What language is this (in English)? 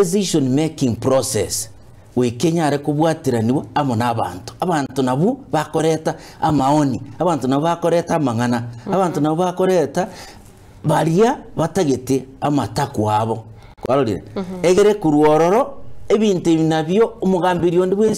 Gusii